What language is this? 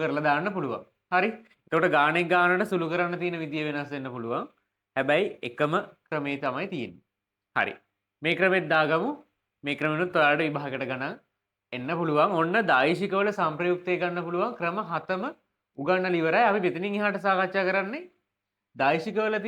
Sinhala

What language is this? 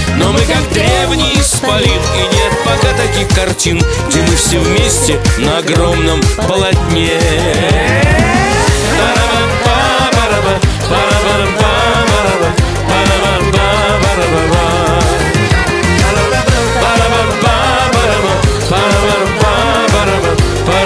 Russian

